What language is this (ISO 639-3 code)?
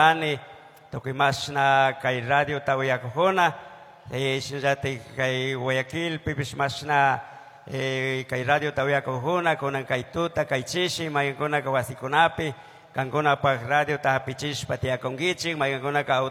qug